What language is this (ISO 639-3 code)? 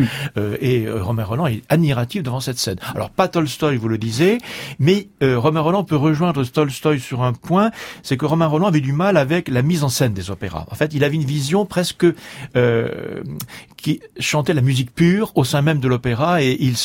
fra